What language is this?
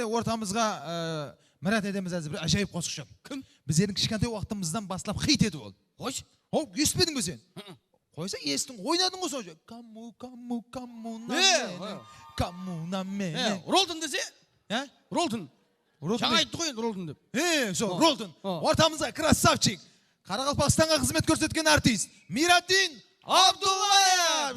Kara-Kalpak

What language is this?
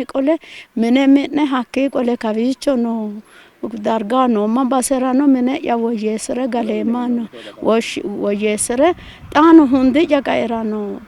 Sidamo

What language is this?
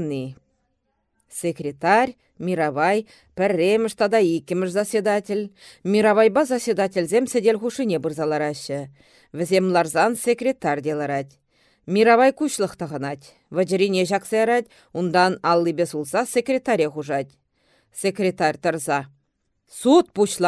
Chuvash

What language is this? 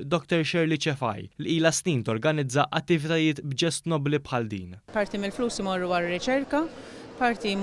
Maltese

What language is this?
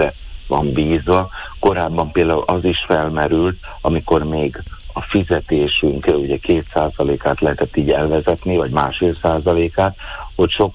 Hungarian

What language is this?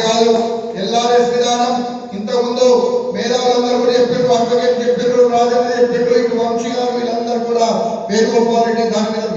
Telugu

